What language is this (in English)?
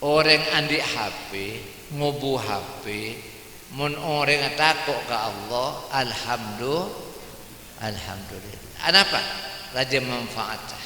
Madurese